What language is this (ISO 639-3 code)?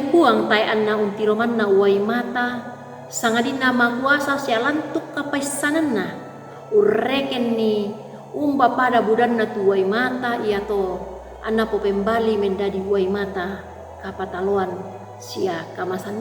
sda